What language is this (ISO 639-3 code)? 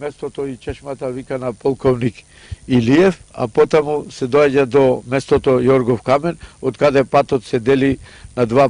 mkd